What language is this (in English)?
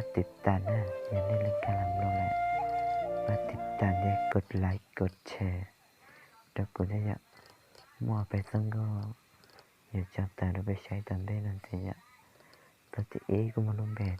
Hmong